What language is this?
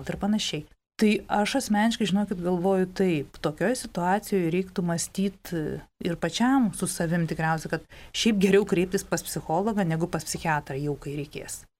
Lithuanian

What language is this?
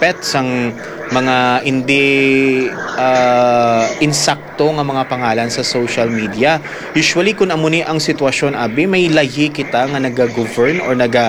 Hiligaynon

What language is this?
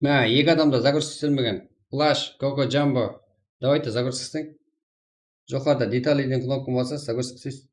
Kara-Kalpak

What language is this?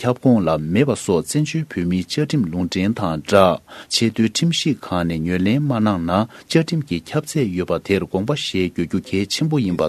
Tibetan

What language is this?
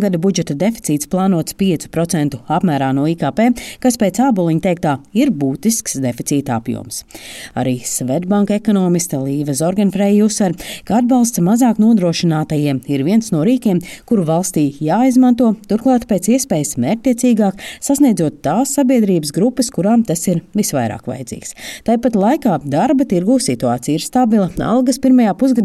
Latvian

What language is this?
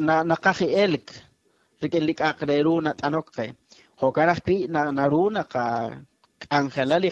Kekchí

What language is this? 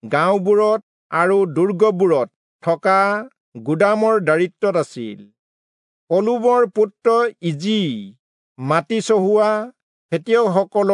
Assamese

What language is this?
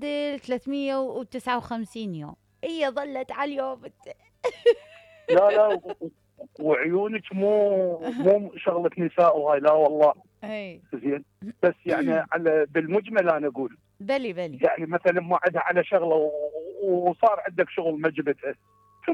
Mesopotamian Arabic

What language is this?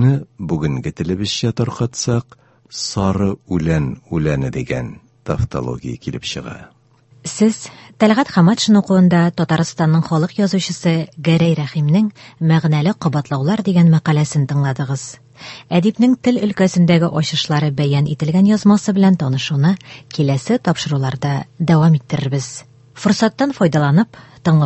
Tatar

